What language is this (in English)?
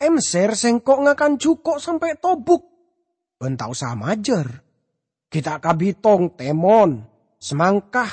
Madurese